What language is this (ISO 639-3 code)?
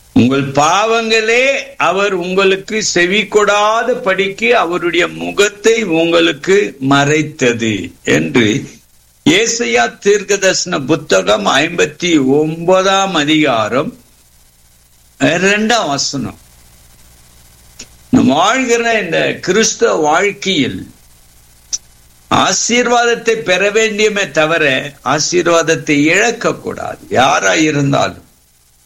tam